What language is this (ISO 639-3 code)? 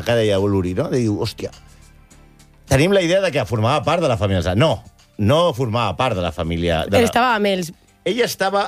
cat